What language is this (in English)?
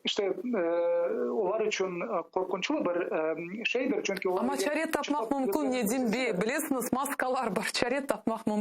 Crimean Tatar